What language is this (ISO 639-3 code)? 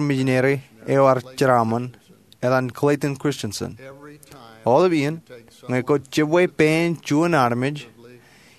mah